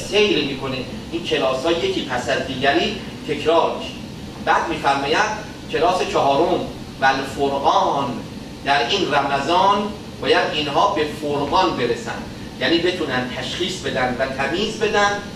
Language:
Persian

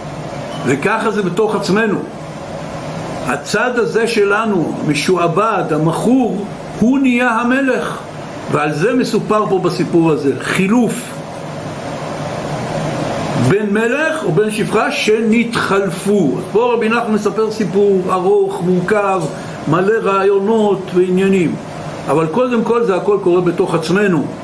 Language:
Hebrew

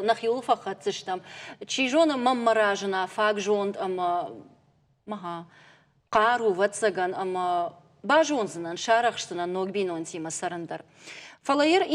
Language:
Ossetic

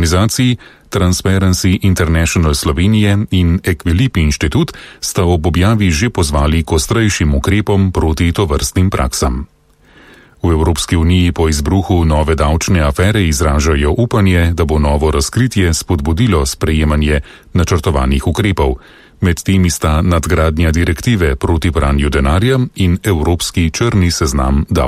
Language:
Slovenian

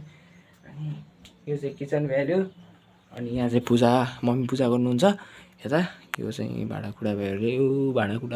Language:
Nepali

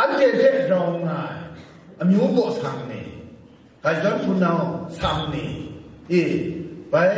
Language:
Kachin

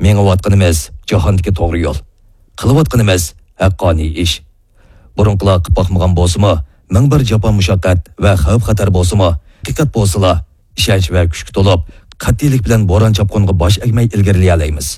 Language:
Uyghur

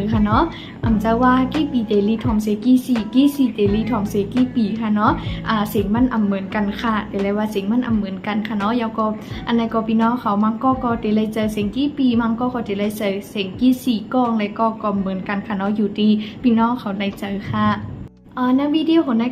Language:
Shan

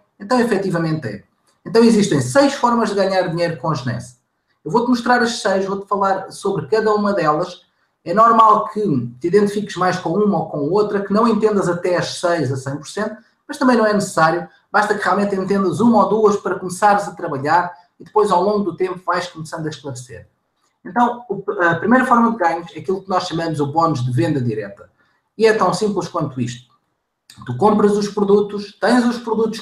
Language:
Portuguese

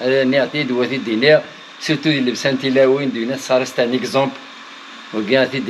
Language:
Kabyle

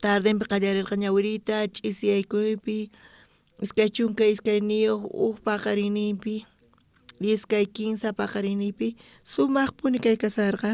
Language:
South Bolivian Quechua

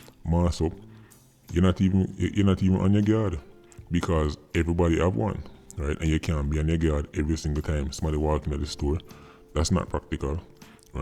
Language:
Jamaican Creole English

